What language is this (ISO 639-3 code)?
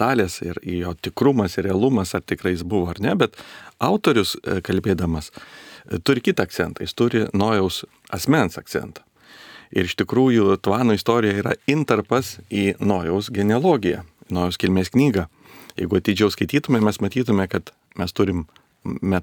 lit